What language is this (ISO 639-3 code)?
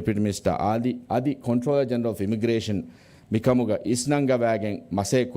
div